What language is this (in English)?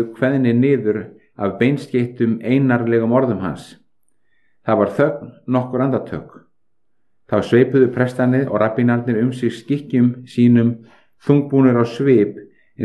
Icelandic